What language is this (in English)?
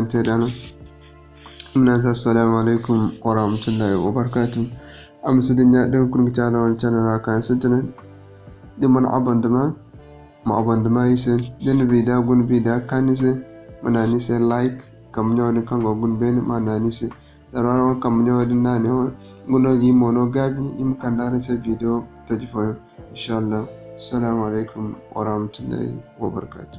Zarma